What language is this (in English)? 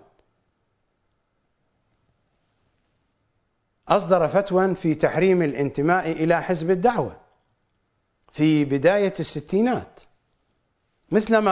Arabic